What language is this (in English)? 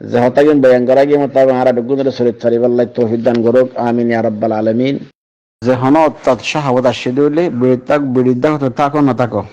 Rohingya